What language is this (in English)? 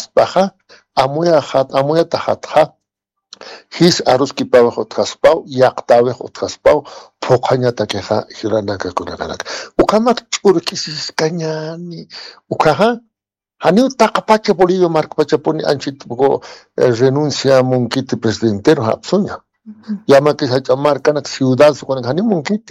Aymara